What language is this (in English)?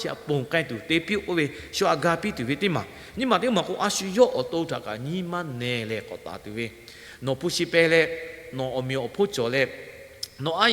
Lahu